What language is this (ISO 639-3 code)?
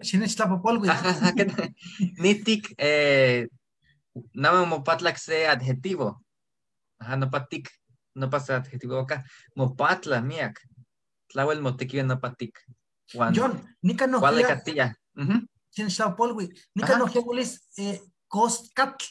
nhe